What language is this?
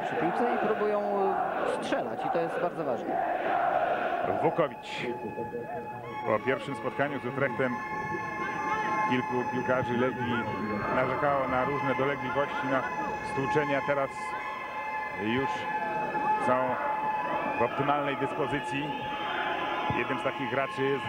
Polish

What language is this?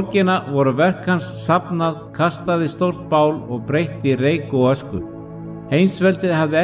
Icelandic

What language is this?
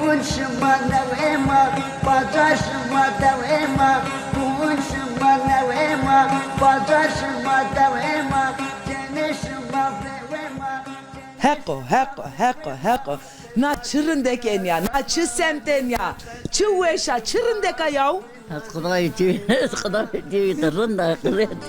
Zaza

